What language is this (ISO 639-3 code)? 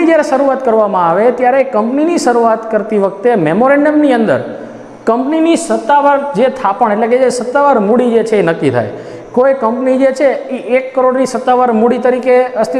guj